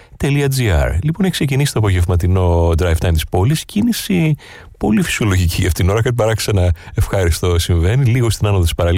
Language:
Greek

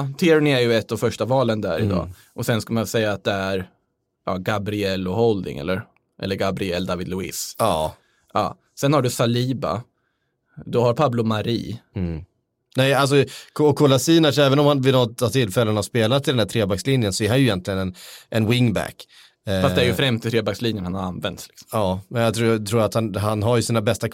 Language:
Swedish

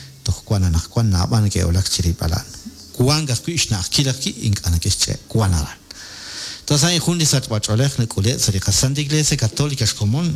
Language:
Kekchí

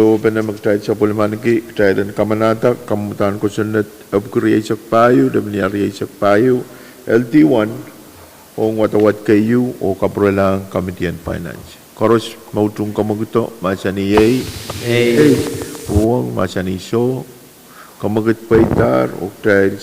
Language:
Pohnpeian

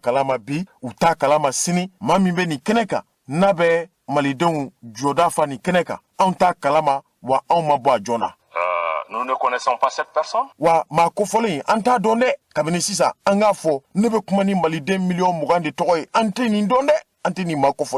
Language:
Bambara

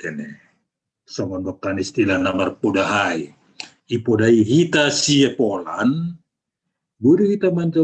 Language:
Batak Simalungun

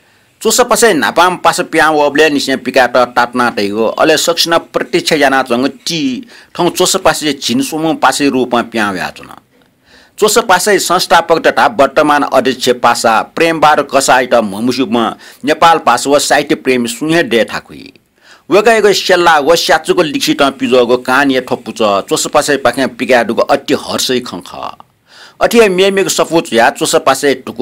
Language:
Newari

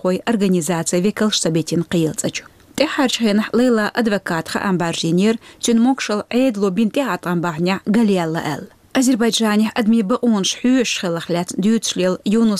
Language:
Chechen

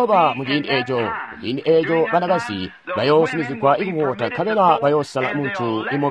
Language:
Tonga (Zambia)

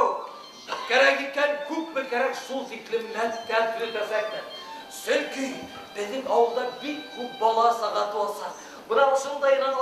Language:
Bashkir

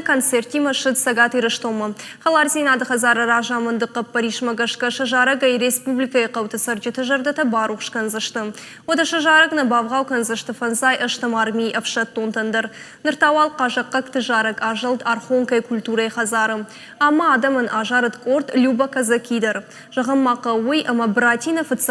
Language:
Ossetic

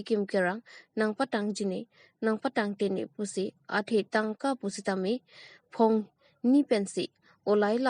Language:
Karbi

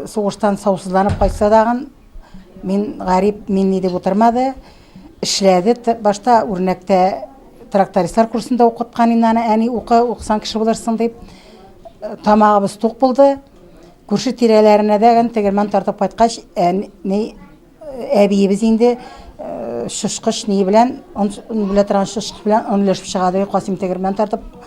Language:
Tatar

